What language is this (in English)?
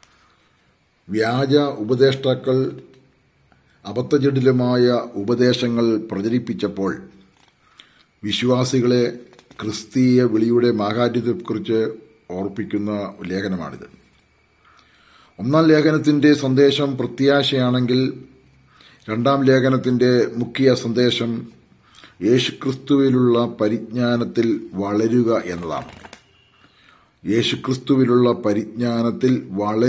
Malayalam